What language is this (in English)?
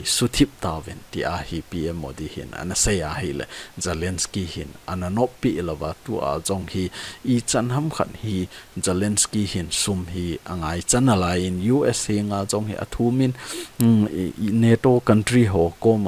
Thado Chin